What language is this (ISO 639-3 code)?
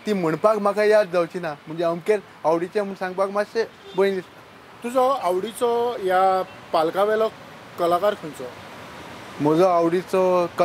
kok